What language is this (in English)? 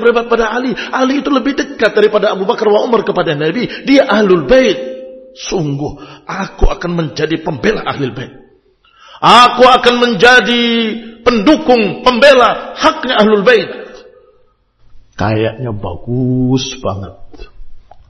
Indonesian